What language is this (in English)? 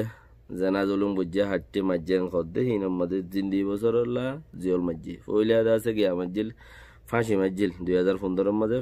Rohingya